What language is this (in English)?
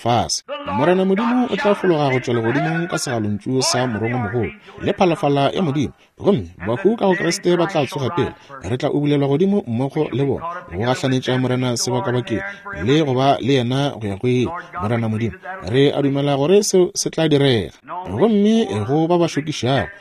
Northern Sotho